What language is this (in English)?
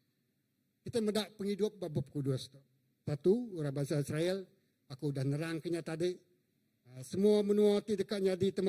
Iban